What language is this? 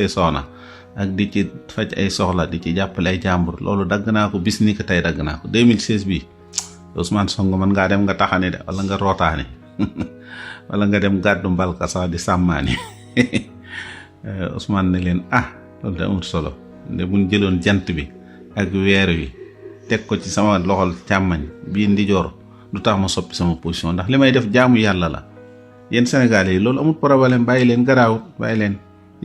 Wolof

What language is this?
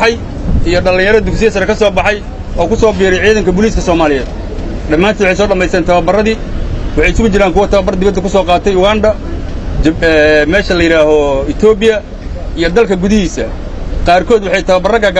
Somali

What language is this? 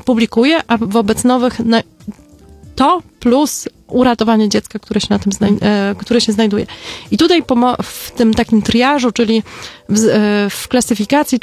Polish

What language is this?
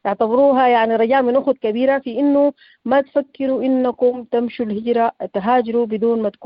Sudanese Arabic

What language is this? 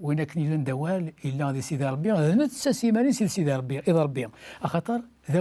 Kabyle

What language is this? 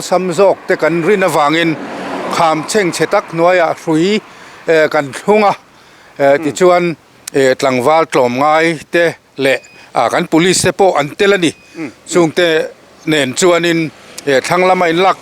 Mizo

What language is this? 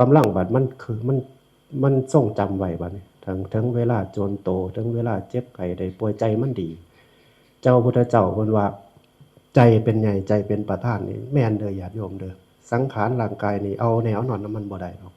Northeastern Thai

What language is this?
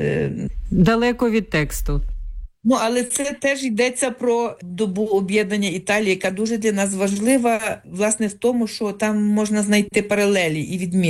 Ukrainian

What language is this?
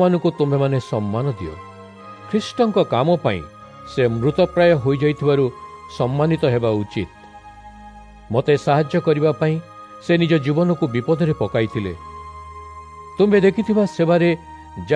Odia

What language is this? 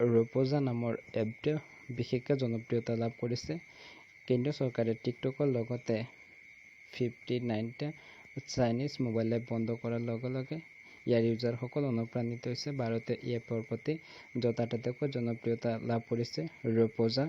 Assamese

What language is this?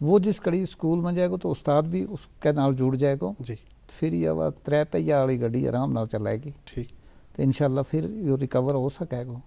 Gujari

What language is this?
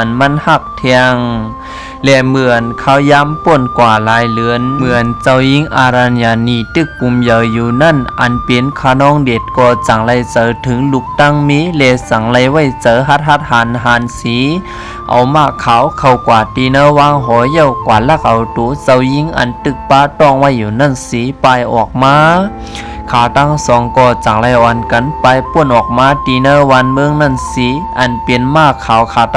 Shan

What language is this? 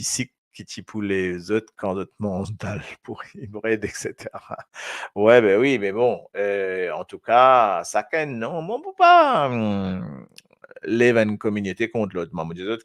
Morisyen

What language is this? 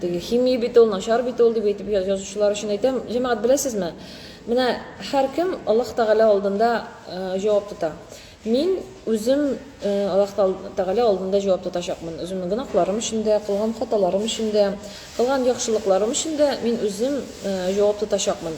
Tatar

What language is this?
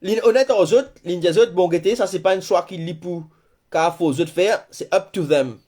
Morisyen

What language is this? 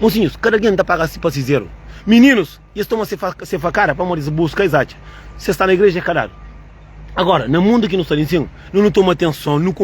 Kabuverdianu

